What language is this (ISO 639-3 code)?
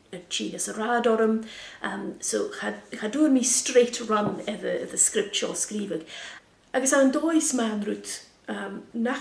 gla